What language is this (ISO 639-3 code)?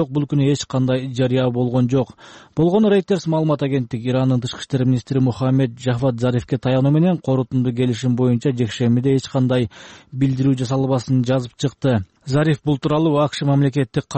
kir